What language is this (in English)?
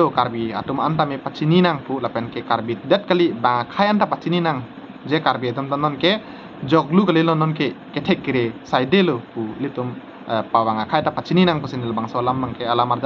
Karbi